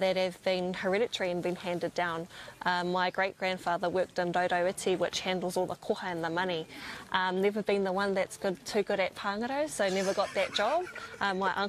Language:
English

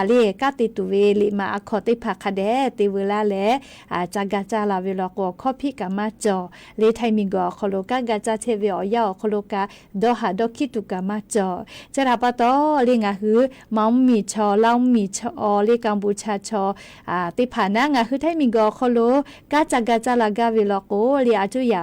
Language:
Lahu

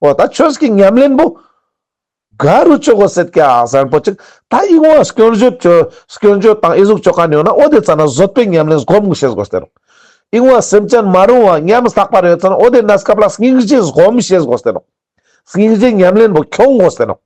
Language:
Ladakhi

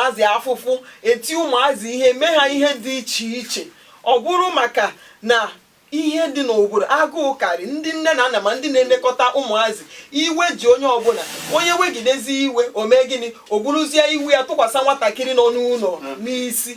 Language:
Igbo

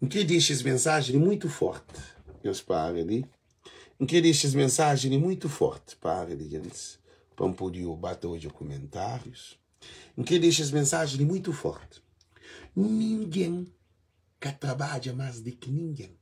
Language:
Kabuverdianu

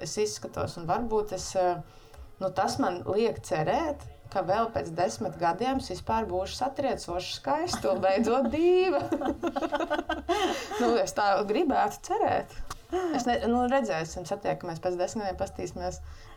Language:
Latvian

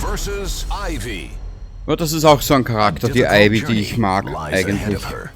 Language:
Bavarian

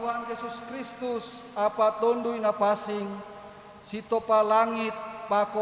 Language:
Batak Simalungun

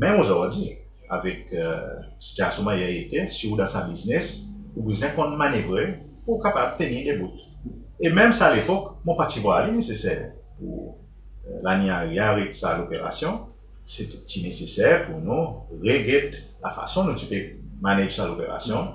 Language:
Seselwa Creole French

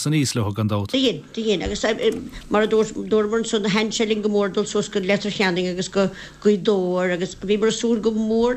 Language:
Irish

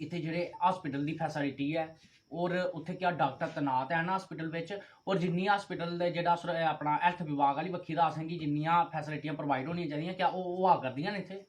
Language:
Dogri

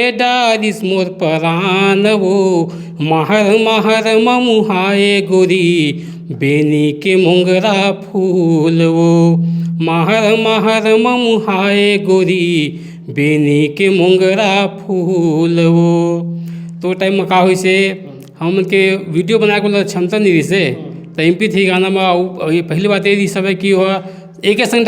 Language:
Chhattisgarhi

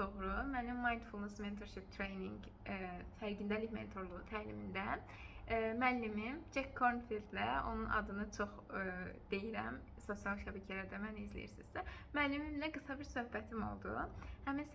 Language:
Azerbaijani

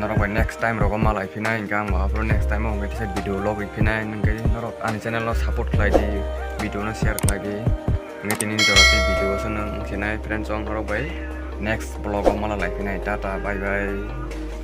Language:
Kok Borok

